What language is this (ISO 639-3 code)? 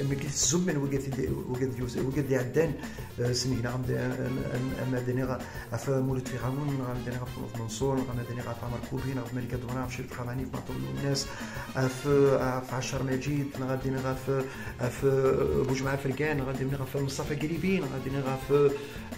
kab